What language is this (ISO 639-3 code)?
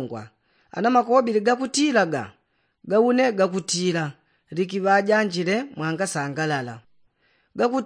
yao